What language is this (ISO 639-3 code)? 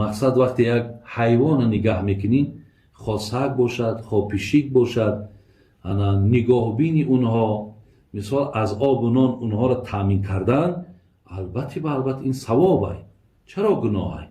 tgk